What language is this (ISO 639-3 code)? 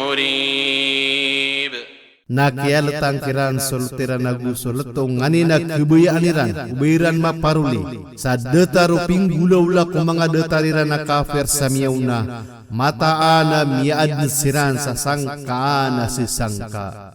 mrw